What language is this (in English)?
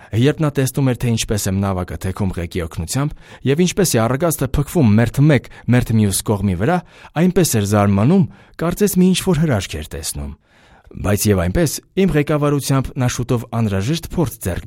Armenian